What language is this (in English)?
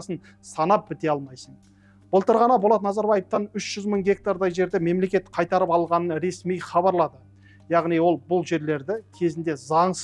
Kazakh